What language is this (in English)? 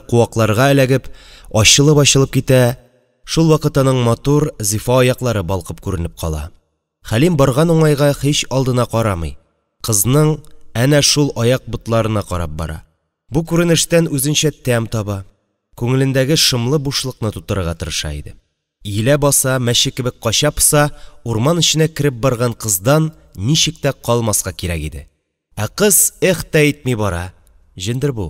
Tatar